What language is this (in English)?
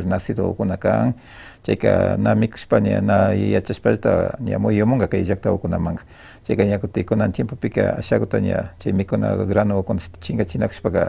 Imbabura Highland Quichua